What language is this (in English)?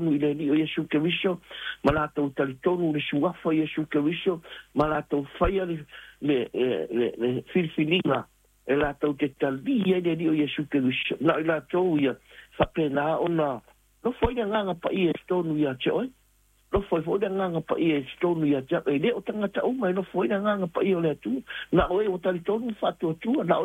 Samoan